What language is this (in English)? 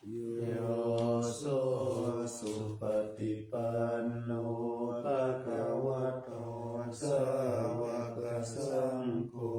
Pali